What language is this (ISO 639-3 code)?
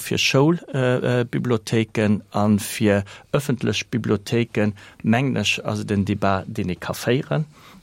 ltz